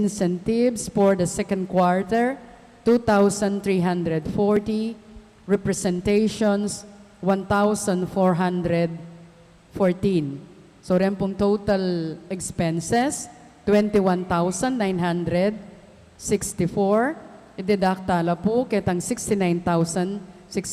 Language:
Pampanga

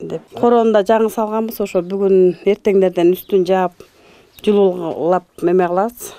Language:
Kyrgyz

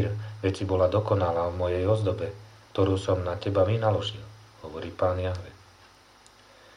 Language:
Slovak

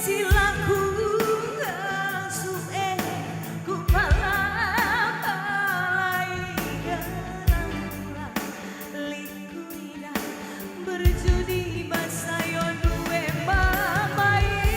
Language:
Batak Karo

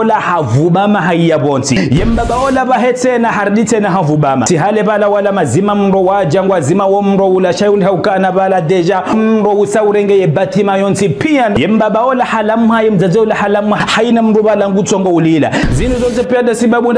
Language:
Ngazidja Comorian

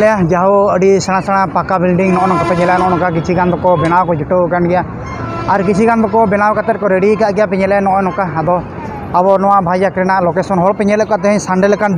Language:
Santali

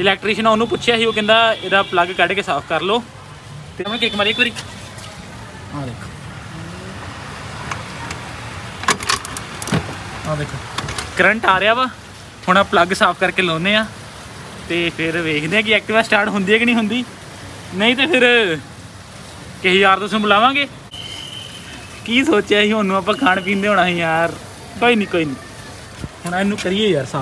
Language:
Punjabi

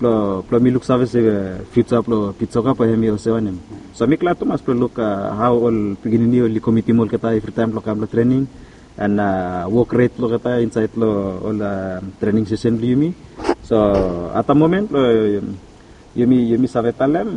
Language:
Bislama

